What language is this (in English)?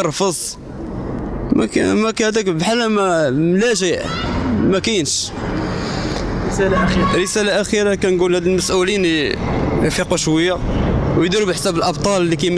Moroccan Arabic